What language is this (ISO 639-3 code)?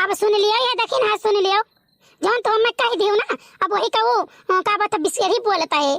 awa